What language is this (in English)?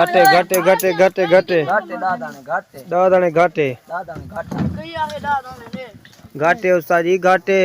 Saraiki